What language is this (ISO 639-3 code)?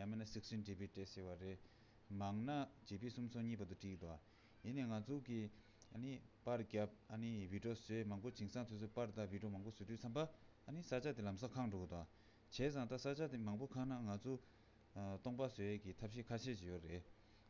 bod